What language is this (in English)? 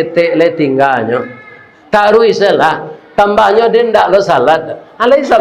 Minangkabau